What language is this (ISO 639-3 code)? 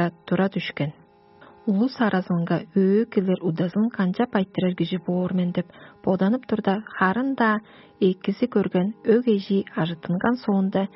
tyv